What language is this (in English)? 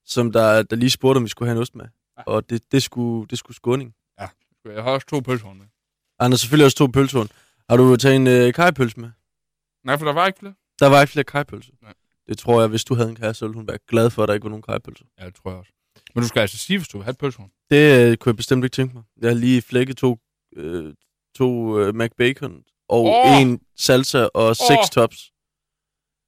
Danish